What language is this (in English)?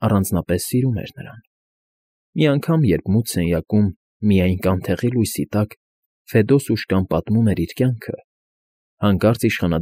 Armenian